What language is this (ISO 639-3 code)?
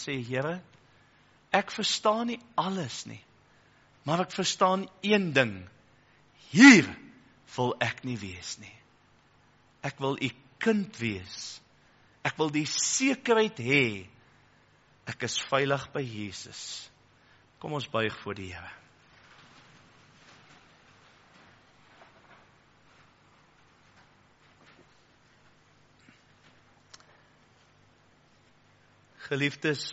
afr